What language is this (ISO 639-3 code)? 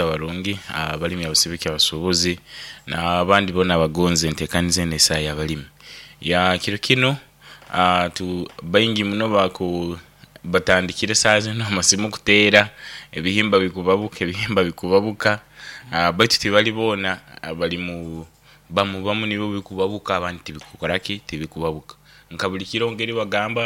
nyo